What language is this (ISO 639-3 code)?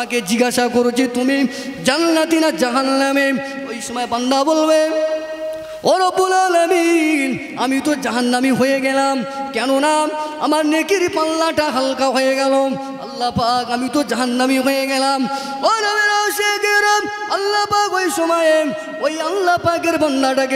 ben